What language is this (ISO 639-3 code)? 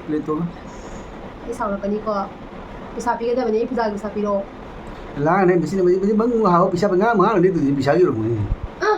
mni